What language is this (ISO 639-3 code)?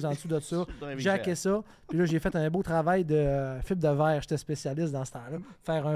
fra